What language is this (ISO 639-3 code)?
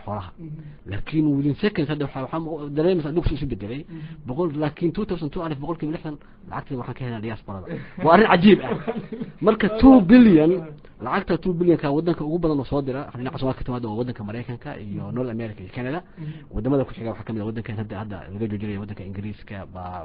som